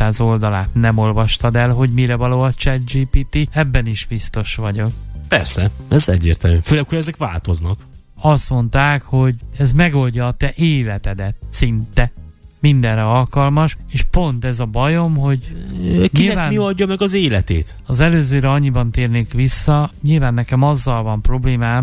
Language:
Hungarian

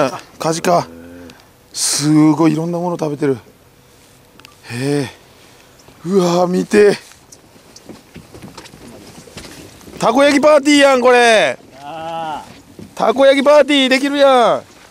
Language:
Japanese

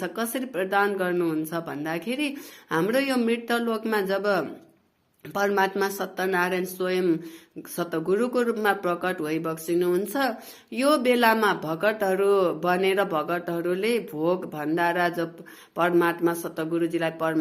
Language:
Nepali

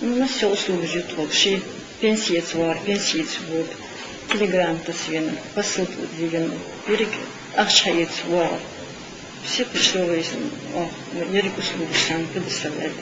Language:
Ingush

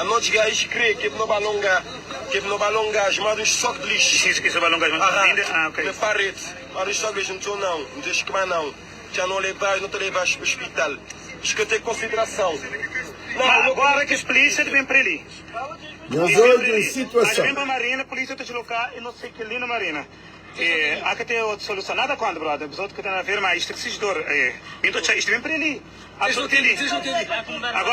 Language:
Kabuverdianu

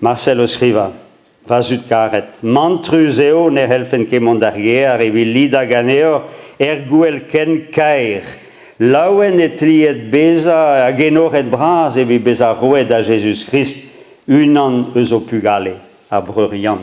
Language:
Breton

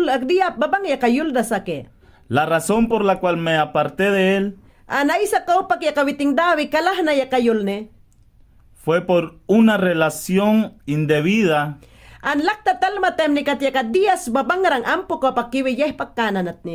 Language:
Mayangna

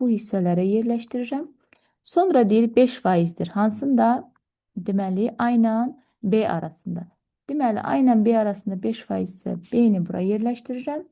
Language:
Azerbaijani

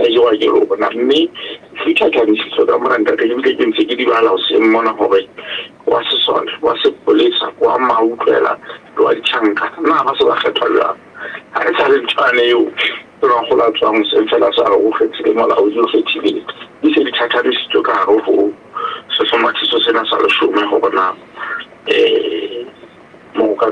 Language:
Southern Sotho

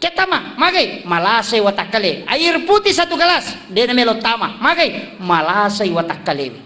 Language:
Buginese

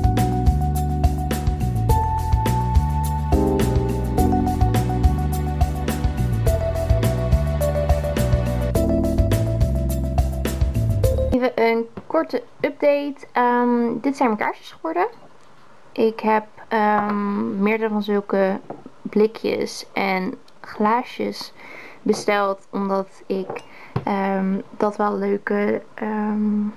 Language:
Dutch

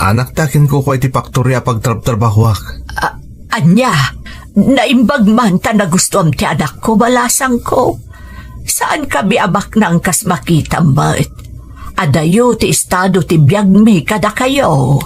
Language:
Iloko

